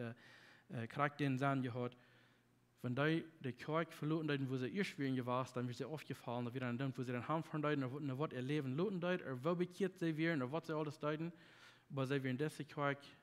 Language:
Plautdietsch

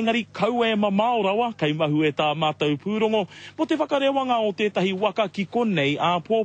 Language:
Māori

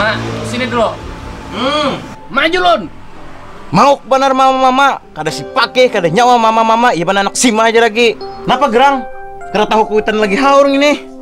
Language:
Banjar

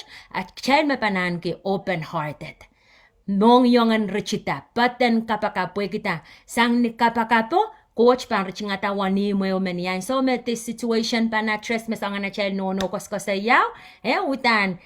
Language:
Pohnpeian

